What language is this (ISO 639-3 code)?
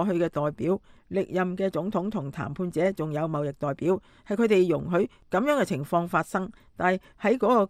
yue